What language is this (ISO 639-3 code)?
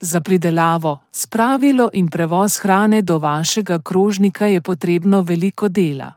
slv